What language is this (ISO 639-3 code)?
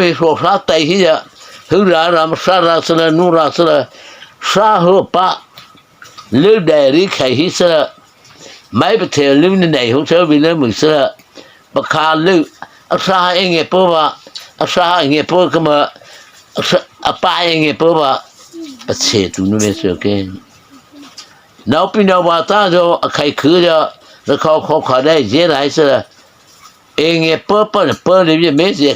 mrh